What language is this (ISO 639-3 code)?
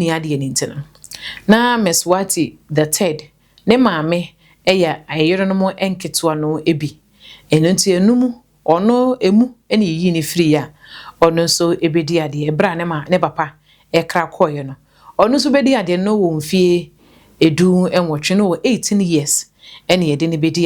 aka